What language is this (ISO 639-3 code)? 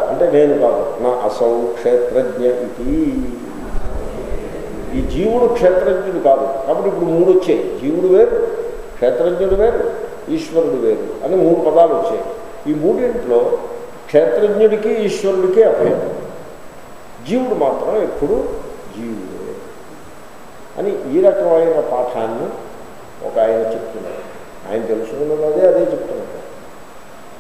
tel